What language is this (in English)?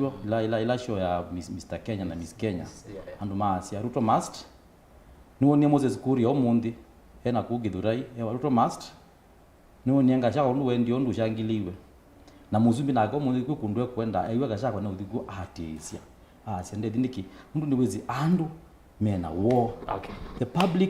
Kamba